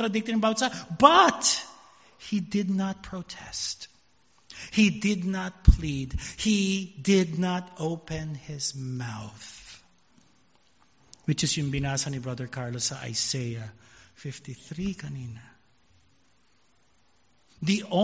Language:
Filipino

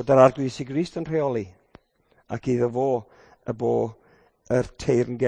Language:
Welsh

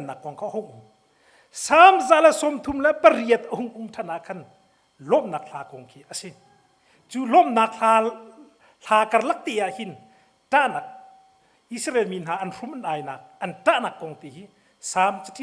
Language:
Hakha Chin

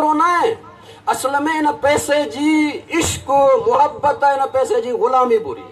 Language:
Sindhi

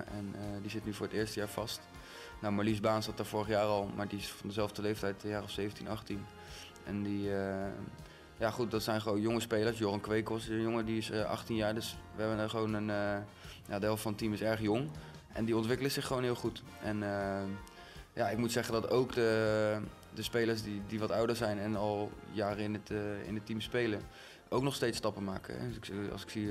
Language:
Dutch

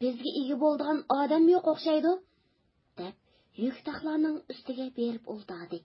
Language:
Uyghur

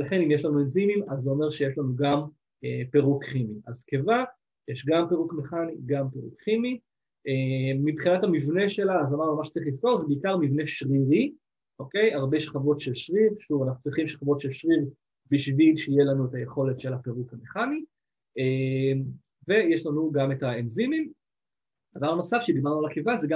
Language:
Hebrew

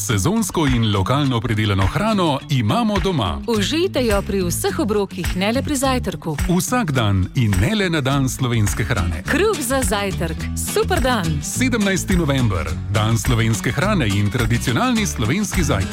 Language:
Slovenian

